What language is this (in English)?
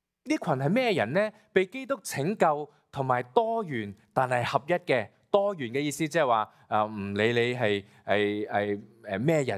Cantonese